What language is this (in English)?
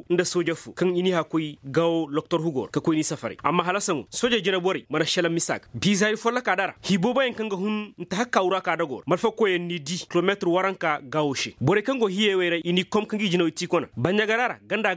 Koyraboro Senni